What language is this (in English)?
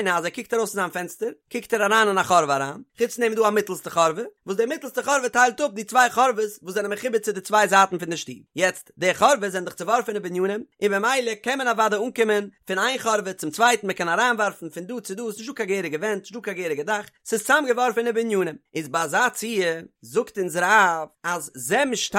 Yiddish